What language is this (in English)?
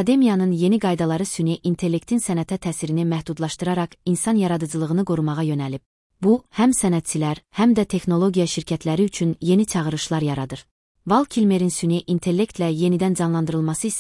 Azerbaijani